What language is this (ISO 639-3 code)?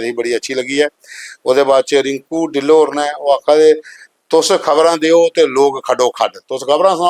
doi